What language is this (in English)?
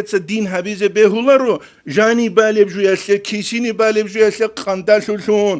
Avaric